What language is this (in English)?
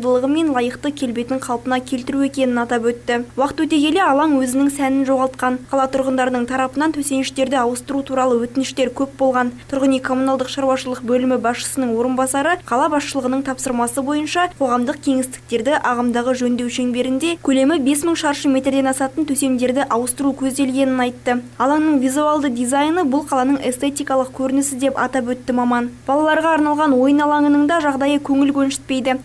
Kazakh